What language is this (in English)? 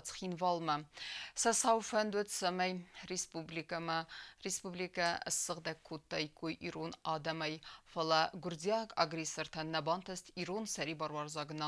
Ossetic